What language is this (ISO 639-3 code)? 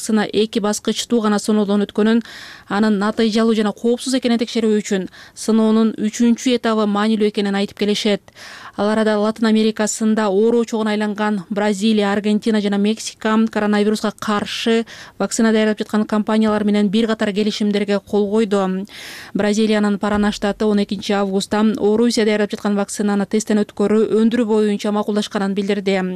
kir